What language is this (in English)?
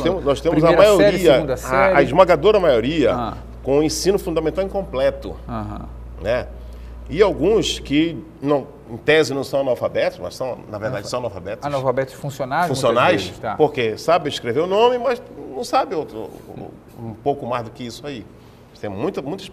Portuguese